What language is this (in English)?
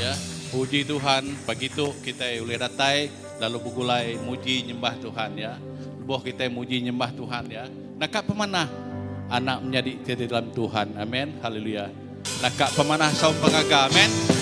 Iban